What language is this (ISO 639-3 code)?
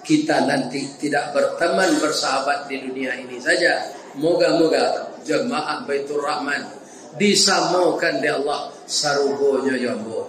min